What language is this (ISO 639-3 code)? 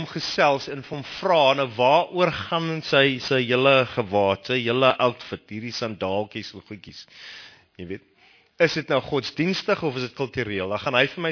afr